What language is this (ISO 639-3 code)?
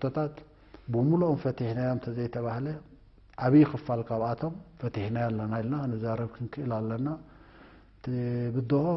tir